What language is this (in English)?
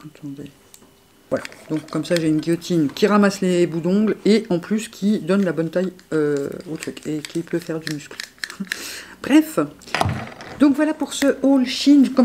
French